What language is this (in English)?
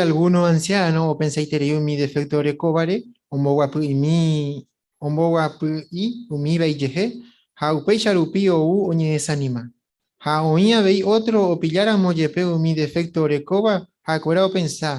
Guarani